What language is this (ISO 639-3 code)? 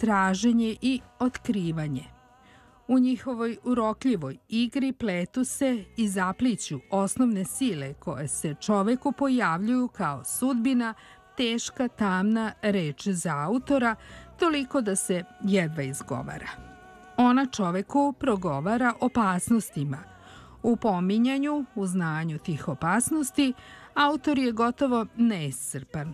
srp